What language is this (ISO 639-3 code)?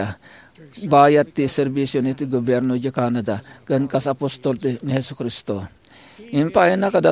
ilo